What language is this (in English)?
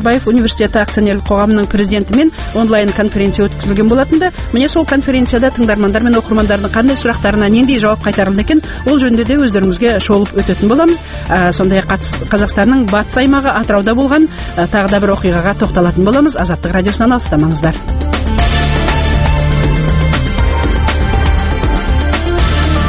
Kazakh